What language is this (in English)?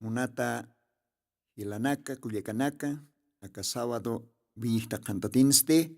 Aymara